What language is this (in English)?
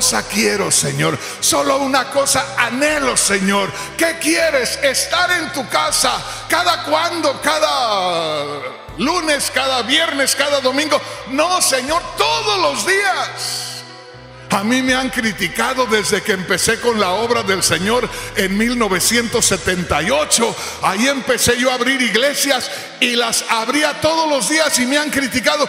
Spanish